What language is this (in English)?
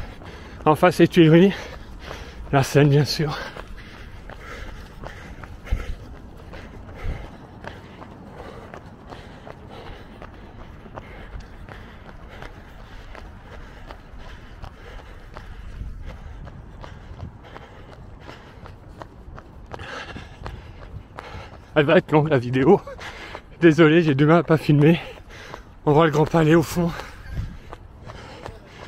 French